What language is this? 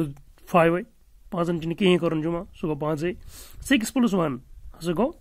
Kashmiri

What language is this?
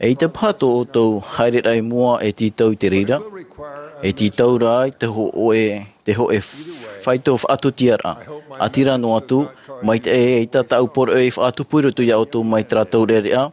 Tahitian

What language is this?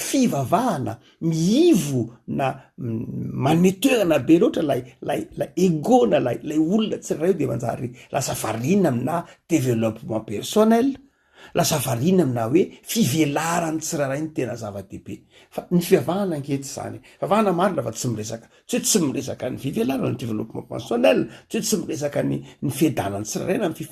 Malagasy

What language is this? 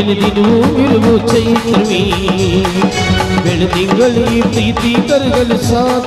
Kannada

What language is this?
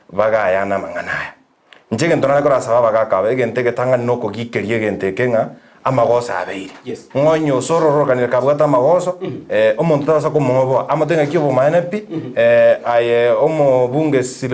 Gusii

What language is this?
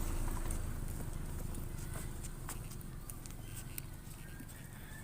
Lao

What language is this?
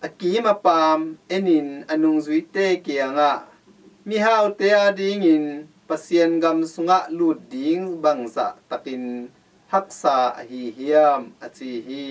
Tedim Chin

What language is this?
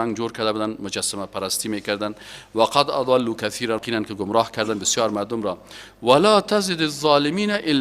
Persian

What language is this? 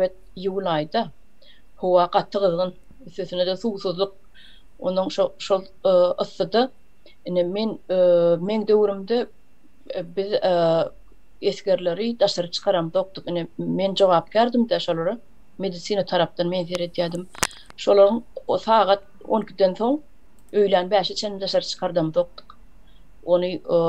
Turkmen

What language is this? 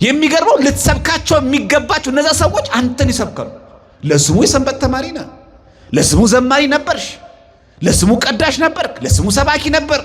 Amharic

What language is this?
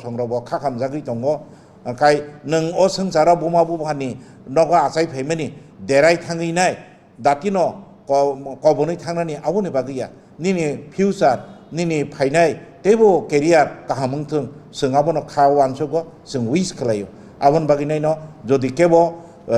Kok Borok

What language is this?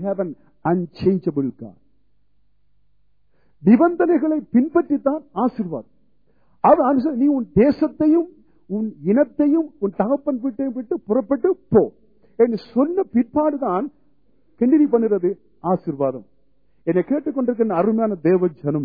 Tamil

